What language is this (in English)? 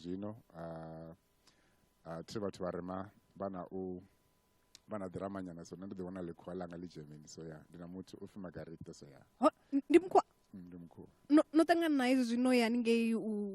Venda